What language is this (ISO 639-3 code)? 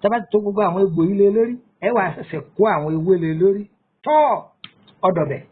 yor